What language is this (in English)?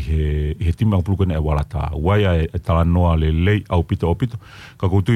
Tongan